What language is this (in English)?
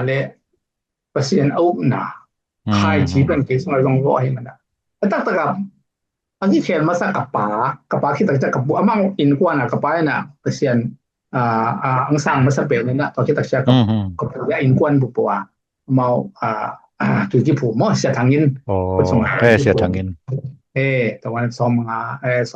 Tedim Chin